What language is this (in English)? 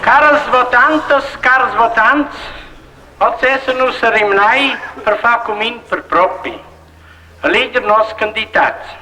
Romansh